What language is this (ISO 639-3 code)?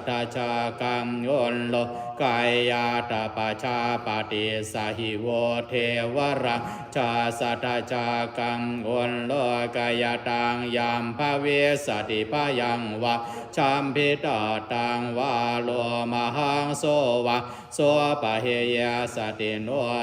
pli